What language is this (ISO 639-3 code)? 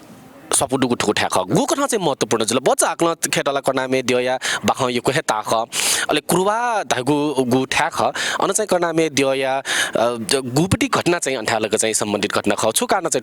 new